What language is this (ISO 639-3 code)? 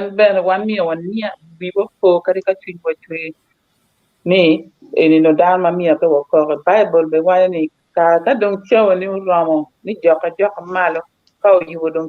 ach